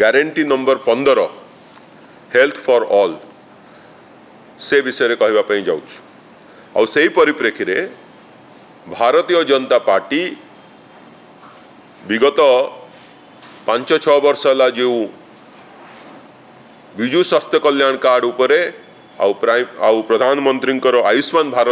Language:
Odia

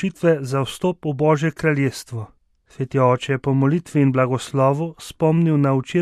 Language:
Slovenian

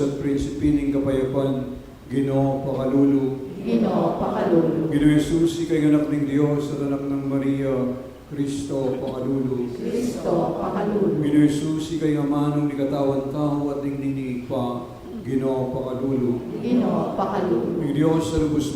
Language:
Pampanga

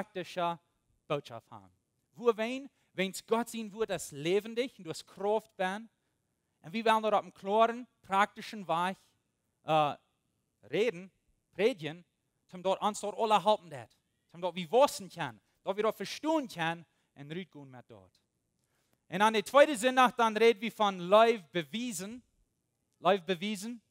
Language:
Plautdietsch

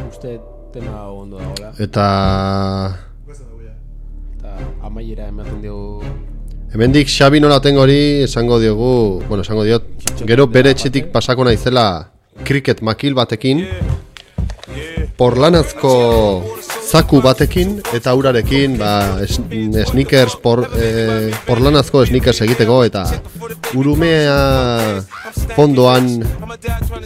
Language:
Basque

